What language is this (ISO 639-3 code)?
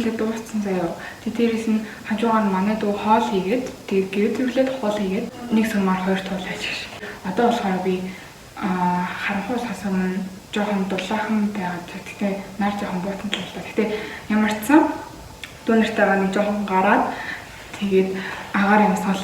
mon